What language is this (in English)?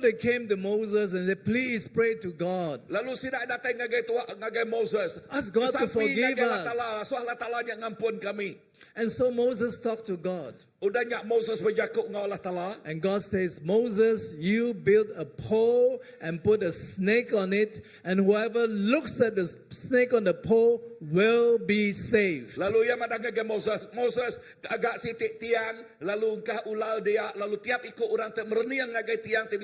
Iban